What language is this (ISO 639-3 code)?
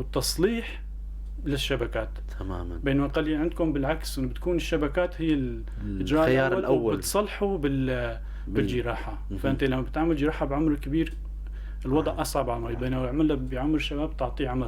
apc